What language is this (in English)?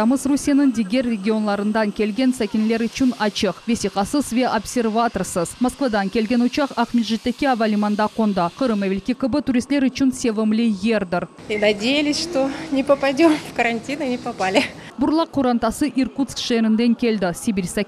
Crimean Tatar